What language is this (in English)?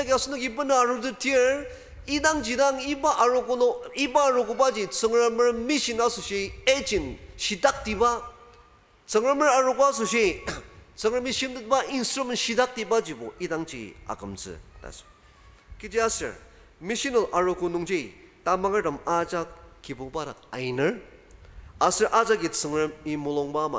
Ao Naga